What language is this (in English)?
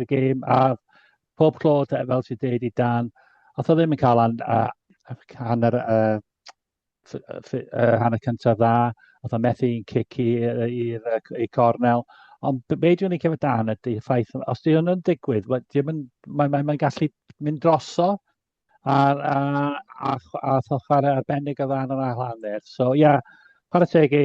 Welsh